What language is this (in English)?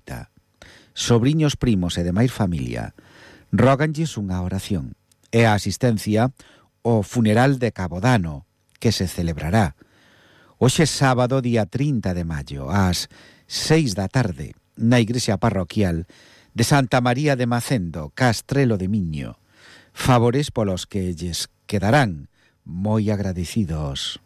Galician